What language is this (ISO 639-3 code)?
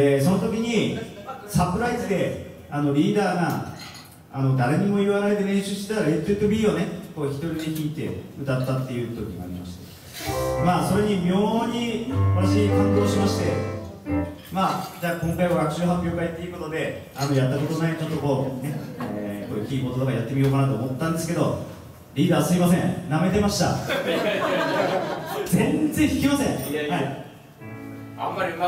jpn